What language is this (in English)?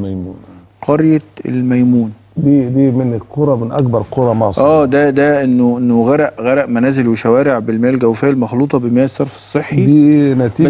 Egyptian Arabic